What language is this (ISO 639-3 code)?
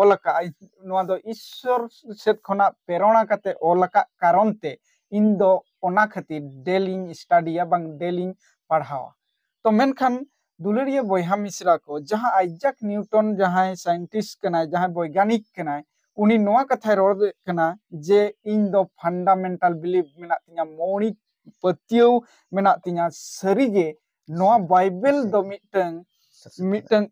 sat